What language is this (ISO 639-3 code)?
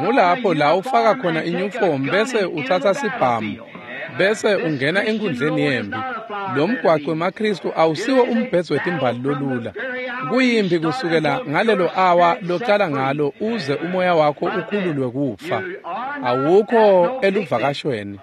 ssw